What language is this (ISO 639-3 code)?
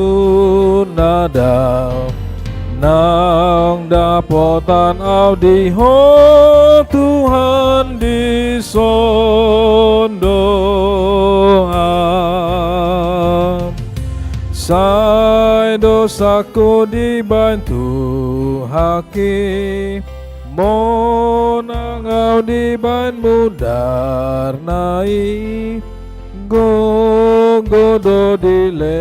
bbc